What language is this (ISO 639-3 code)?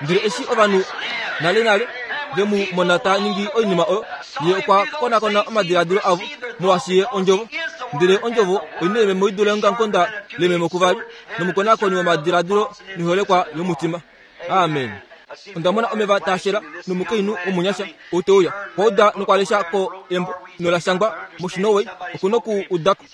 kua